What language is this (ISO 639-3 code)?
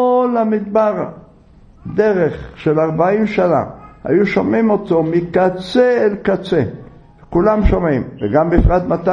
heb